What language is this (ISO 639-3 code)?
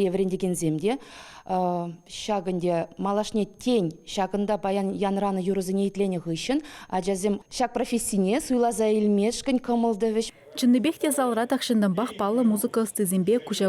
chv